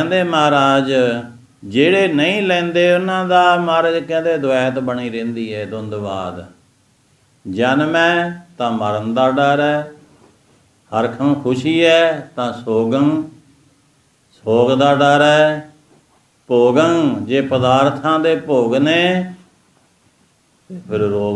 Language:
Punjabi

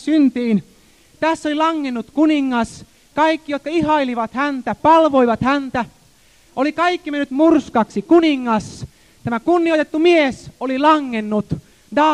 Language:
Finnish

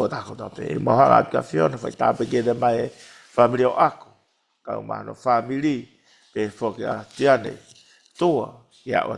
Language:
Tongan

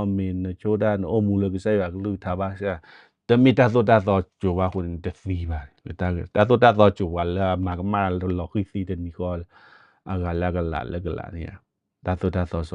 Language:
S'gaw Karen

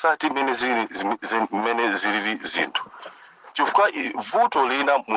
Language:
Nyanja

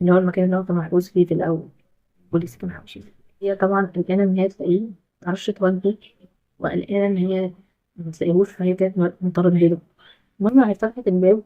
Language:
Egyptian Arabic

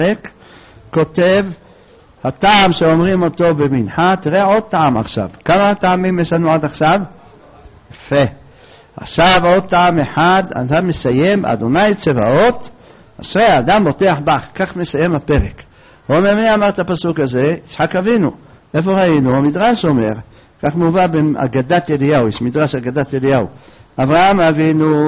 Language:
Hebrew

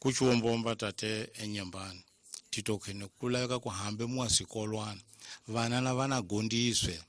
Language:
Tsonga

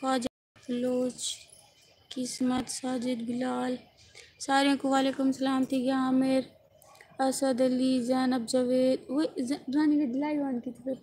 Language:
Saraiki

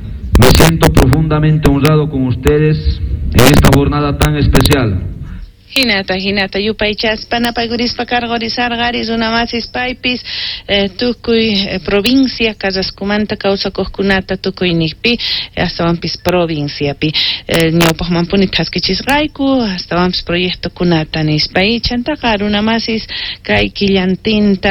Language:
South Bolivian Quechua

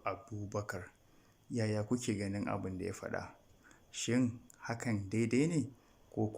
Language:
Hausa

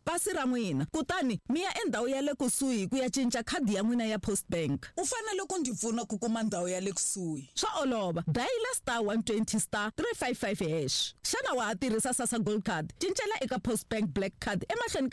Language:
Tsonga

